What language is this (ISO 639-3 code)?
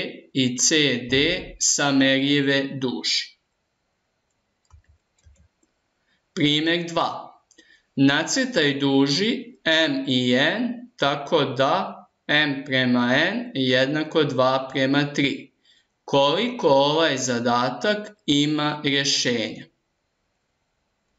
srp